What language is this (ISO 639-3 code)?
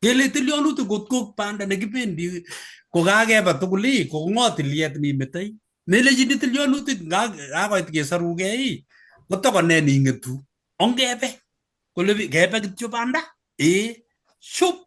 kln